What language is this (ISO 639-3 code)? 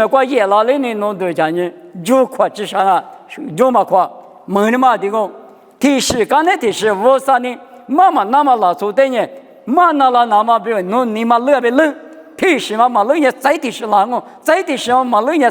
lis